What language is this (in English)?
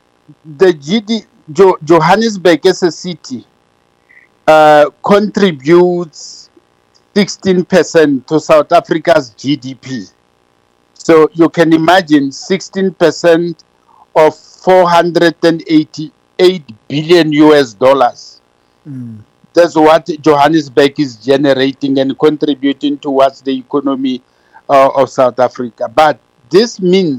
English